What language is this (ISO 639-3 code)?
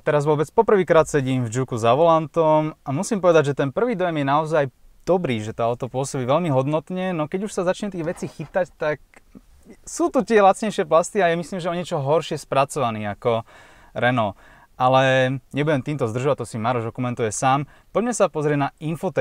slk